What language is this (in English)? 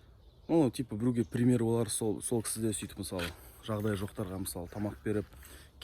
Kazakh